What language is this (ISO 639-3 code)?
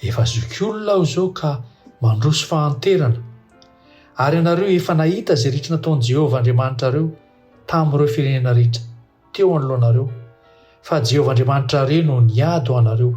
mlg